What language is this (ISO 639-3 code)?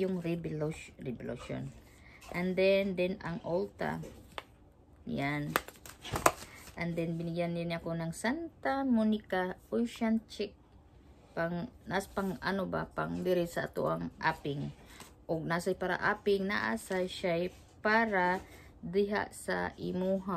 fil